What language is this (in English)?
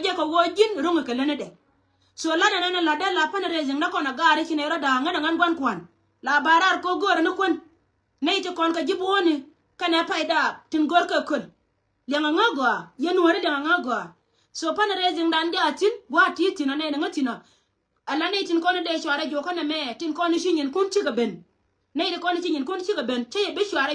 Nuer